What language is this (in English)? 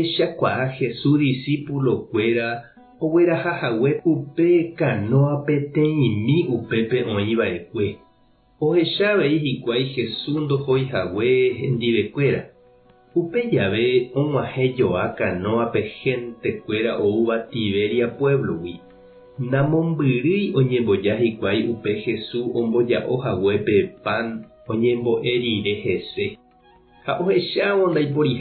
Guarani